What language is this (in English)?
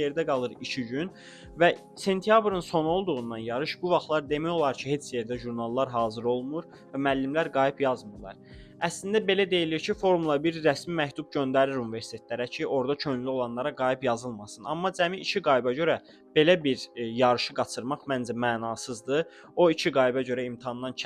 Azerbaijani